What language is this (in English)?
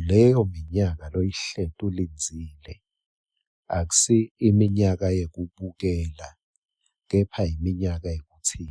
Swati